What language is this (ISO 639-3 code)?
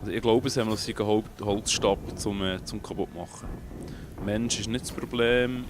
gsw